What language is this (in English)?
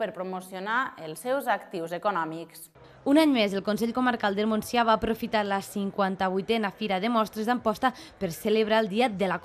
Catalan